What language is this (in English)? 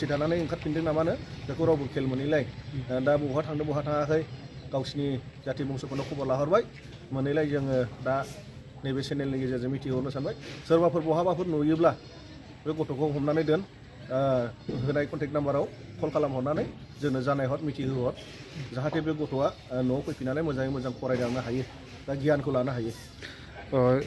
Bodo